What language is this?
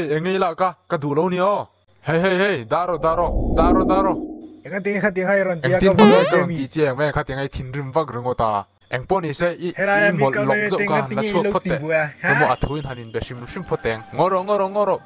Mizo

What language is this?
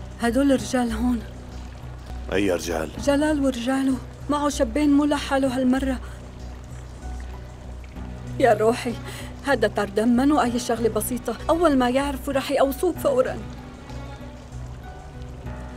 North Levantine Arabic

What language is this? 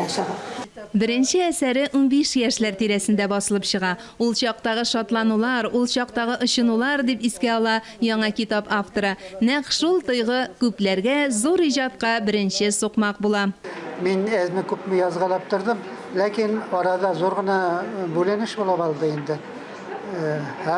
Tatar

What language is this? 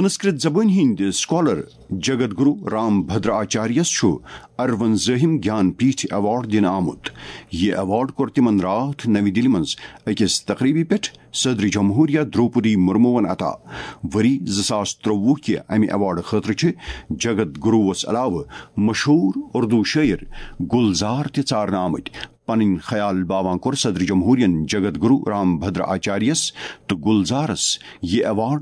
Kashmiri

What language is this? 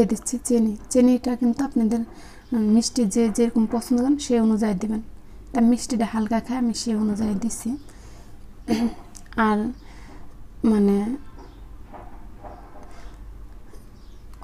Bangla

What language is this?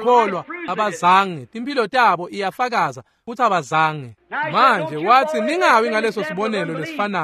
Swati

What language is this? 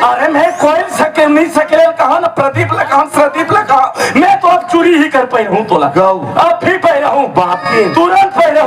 Chhattisgarhi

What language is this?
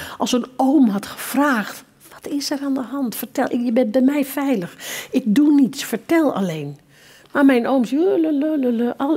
Dutch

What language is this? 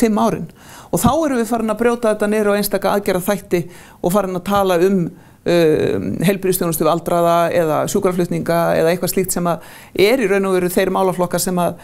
Icelandic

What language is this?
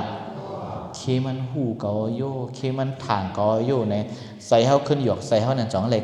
Shan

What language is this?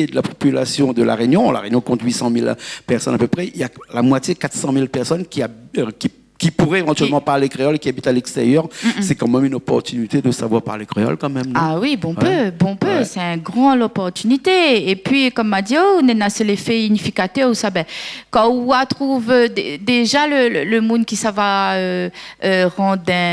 Réunion Creole French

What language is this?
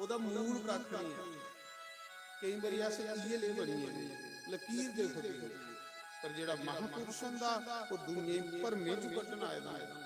Dogri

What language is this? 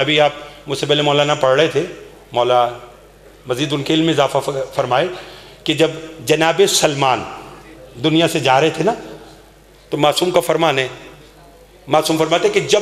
Urdu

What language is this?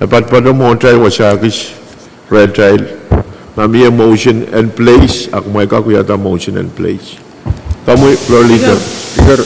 Pohnpeian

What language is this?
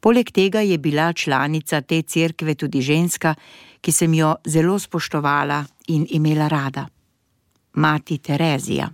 Slovenian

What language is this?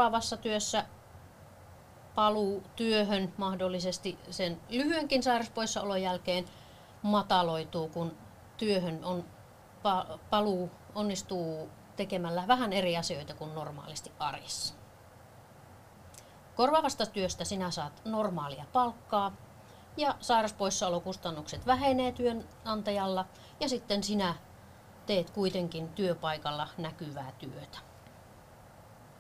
Finnish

